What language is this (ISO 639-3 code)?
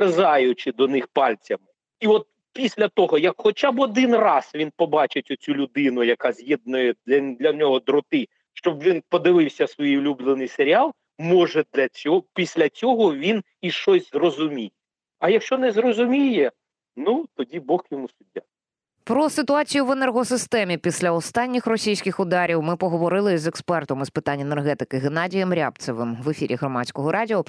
ukr